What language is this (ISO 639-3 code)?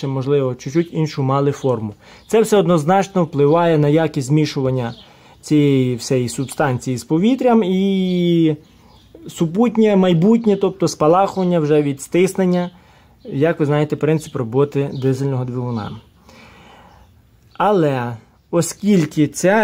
ukr